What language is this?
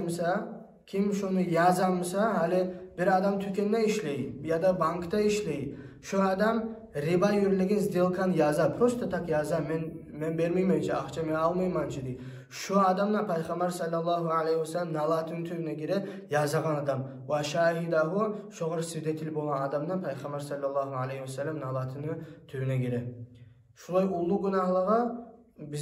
Kumyk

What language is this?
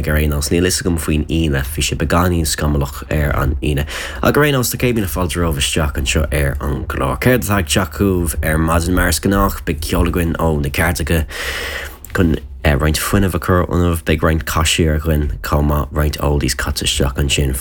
Irish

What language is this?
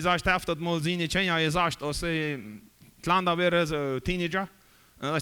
Plautdietsch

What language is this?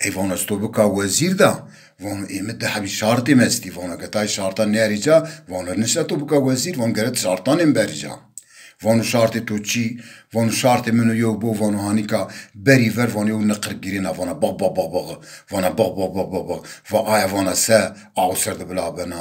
Zaza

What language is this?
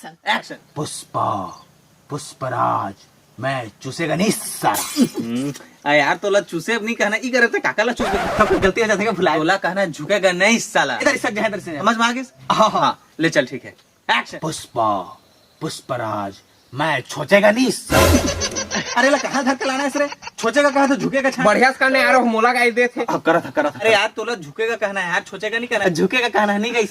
Chhattisgarhi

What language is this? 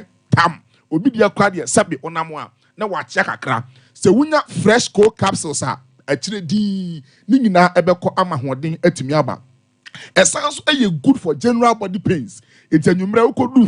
Akan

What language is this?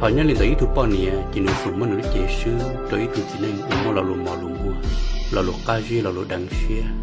Hmong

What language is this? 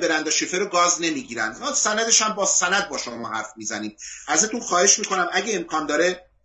Persian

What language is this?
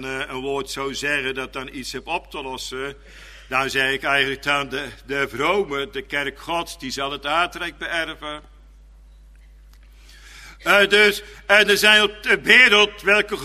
Dutch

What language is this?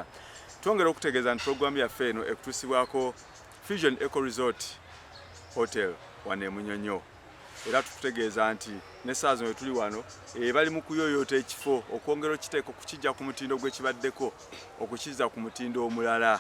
Ganda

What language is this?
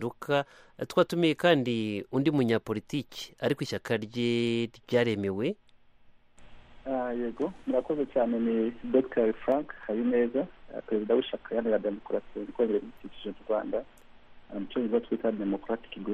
Kinyarwanda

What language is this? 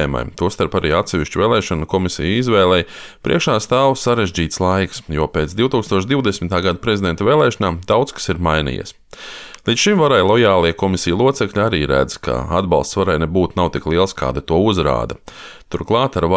Latvian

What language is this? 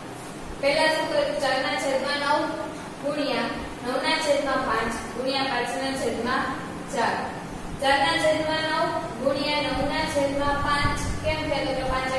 Gujarati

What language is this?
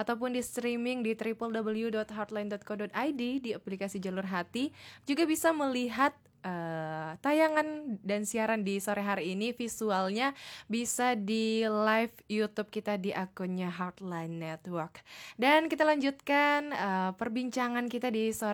Indonesian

